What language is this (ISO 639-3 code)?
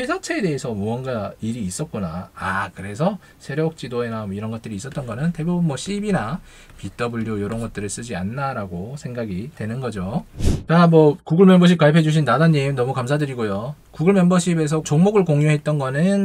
kor